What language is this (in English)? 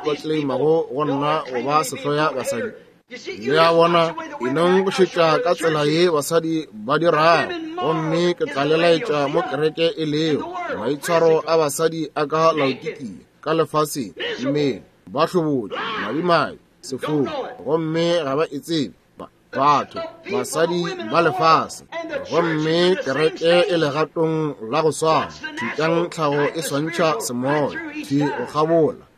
Northern Sotho